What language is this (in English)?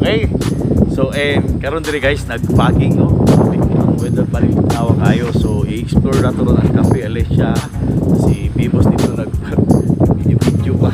Cebuano